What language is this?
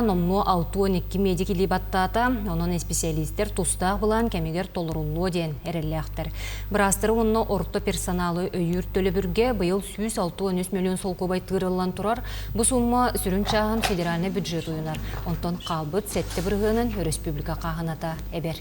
Yakut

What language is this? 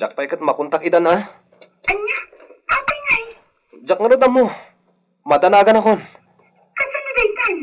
Iloko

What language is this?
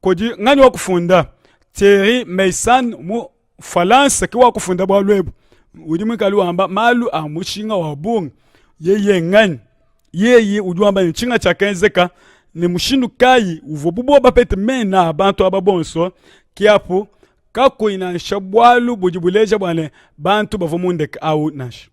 Luba-Lulua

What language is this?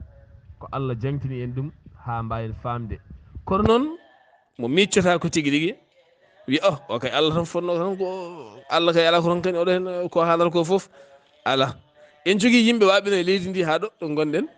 Fula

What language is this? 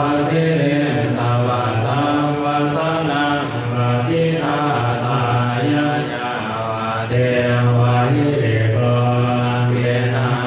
Pali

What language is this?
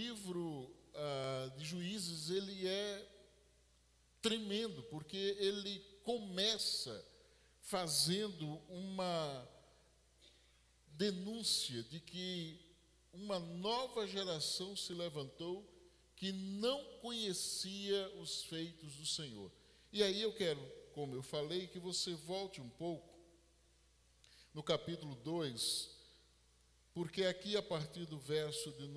Portuguese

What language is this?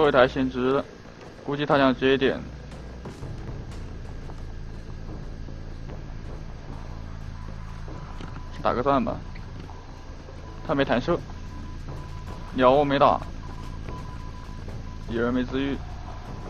Chinese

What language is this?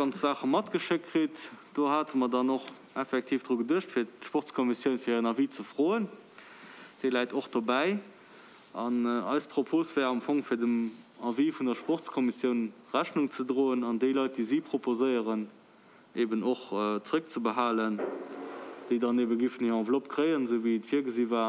Luxembourgish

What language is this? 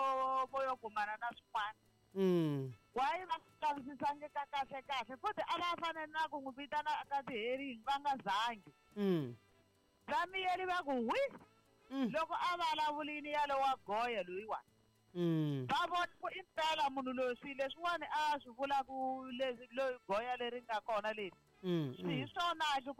Tsonga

